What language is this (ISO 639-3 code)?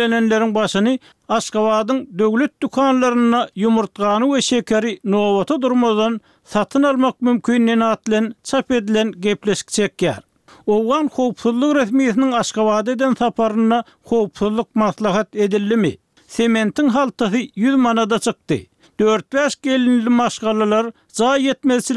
tuk